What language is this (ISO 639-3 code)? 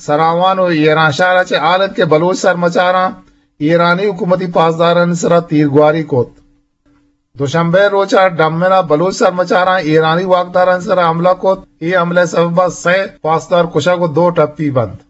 bgp